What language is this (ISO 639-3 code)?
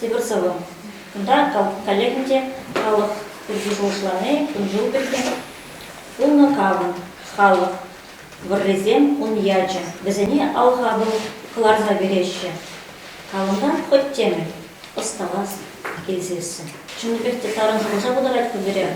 chv